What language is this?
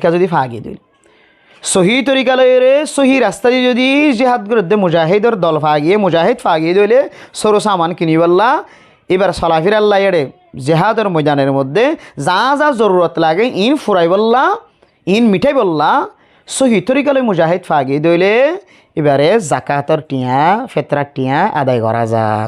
Rohingya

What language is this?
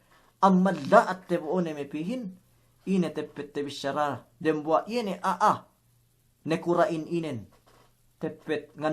Yakan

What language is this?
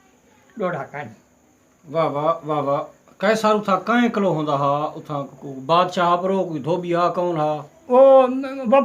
Saraiki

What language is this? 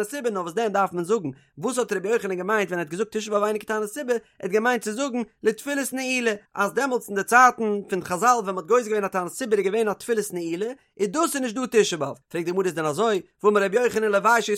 Yiddish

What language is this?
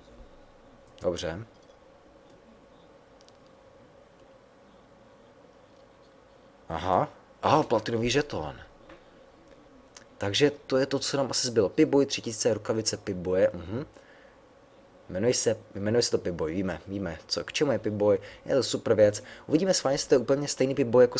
Czech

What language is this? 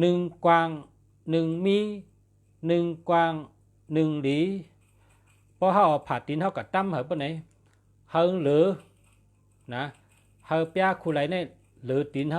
Shan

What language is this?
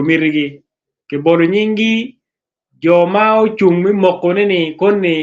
Acoli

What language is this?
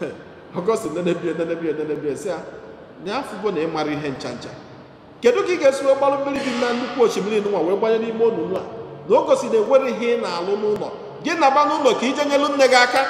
Igbo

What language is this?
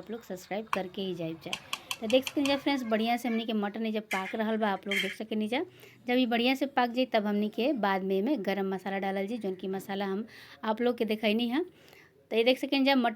Bhojpuri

